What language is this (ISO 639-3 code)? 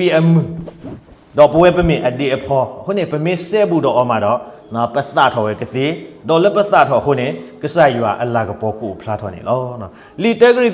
ksw